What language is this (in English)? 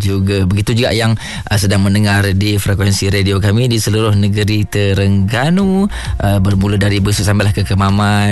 Malay